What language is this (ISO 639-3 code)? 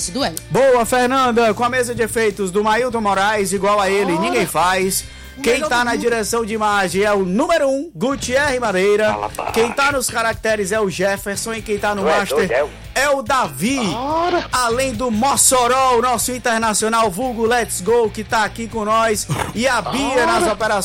por